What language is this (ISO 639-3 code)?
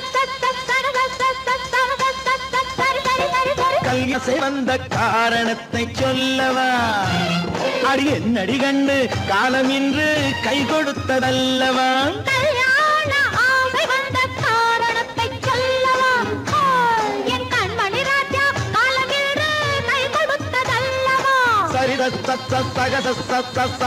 tam